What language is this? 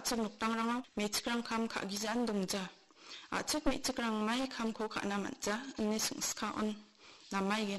Garo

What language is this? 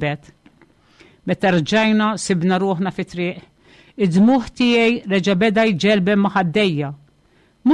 Maltese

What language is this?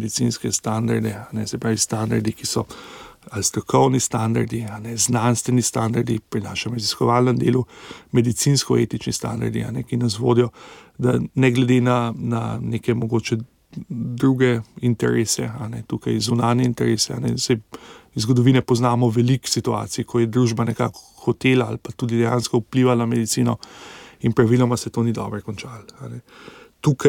Slovenian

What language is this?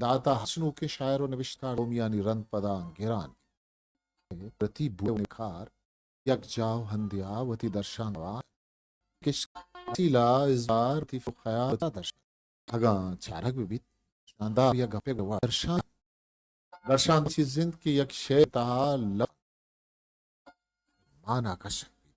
Eastern Balochi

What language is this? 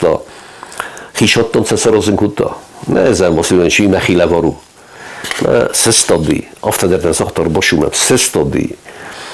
Ossetic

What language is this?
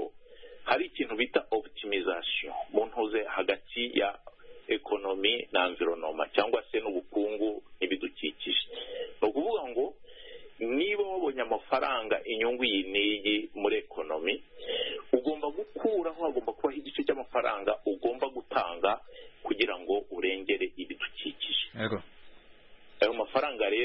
Kinyarwanda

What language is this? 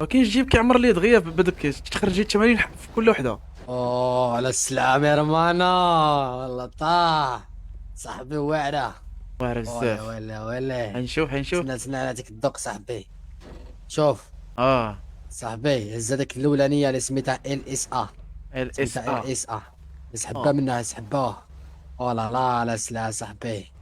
Moroccan Arabic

